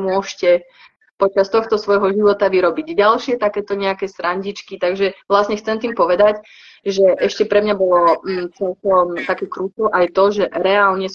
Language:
Slovak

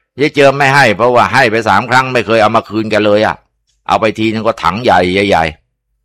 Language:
Thai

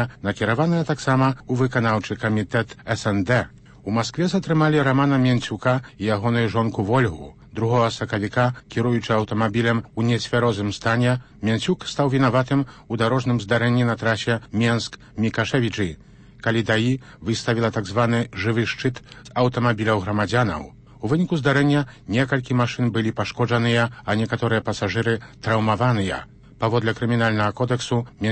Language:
Belarusian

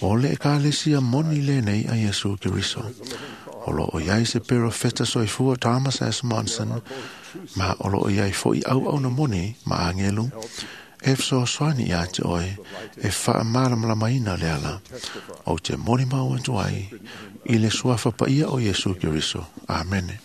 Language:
Samoan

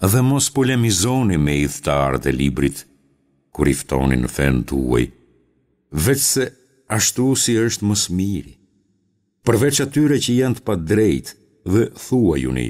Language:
Albanian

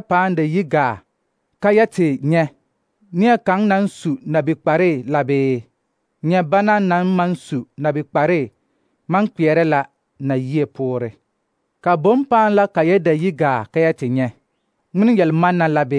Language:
Southern Dagaare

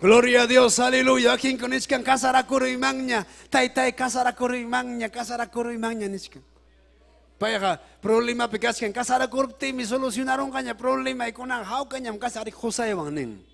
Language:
Ayacucho Quechua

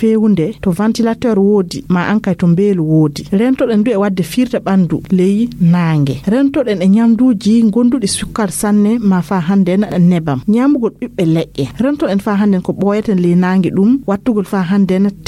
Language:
Fula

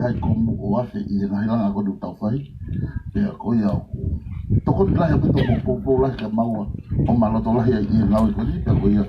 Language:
Tongan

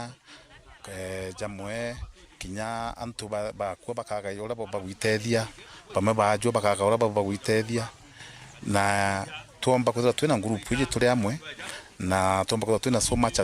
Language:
Meru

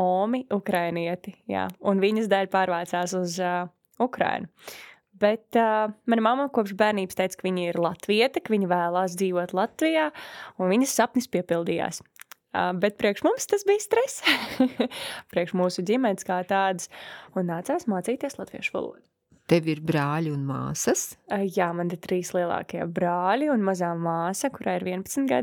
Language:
Latvian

